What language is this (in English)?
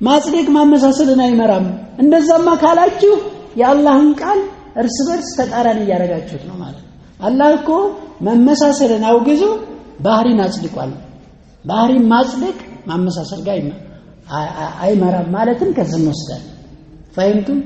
Amharic